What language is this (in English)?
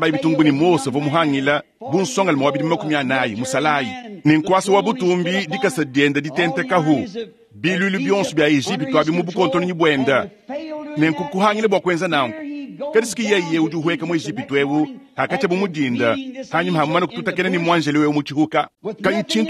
Luba-Lulua